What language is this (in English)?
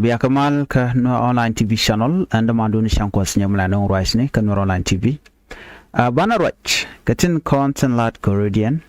Nuer